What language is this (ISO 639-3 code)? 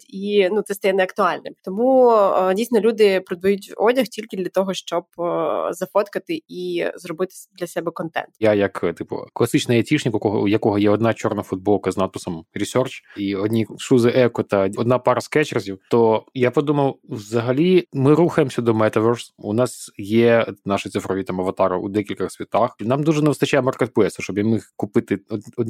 ukr